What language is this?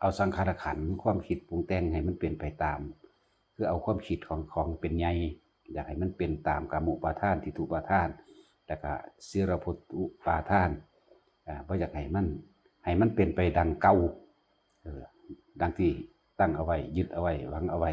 Northeastern Thai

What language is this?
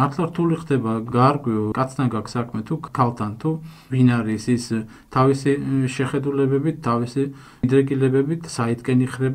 Georgian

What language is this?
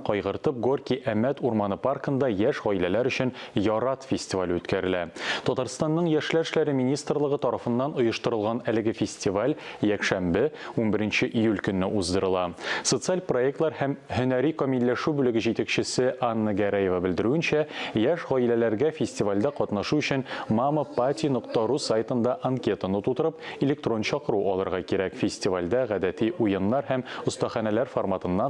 Tatar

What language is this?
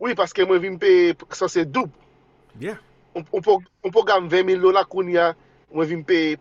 Haitian Creole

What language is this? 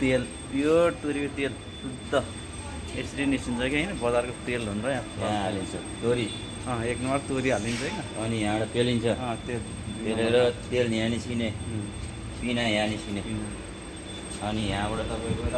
Nepali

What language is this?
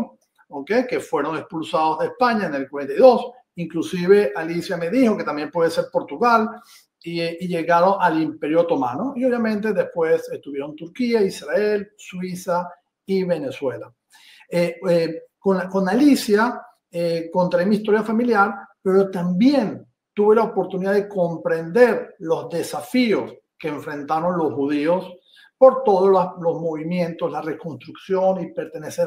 Ladino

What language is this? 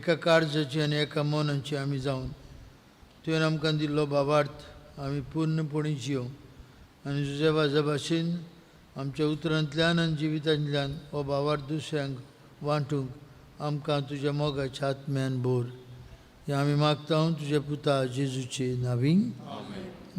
Konkani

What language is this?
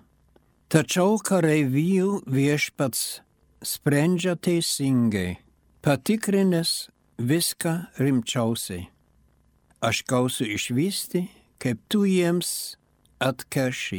Lithuanian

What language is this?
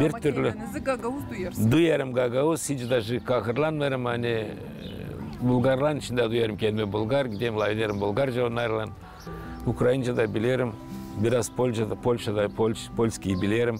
Gagauz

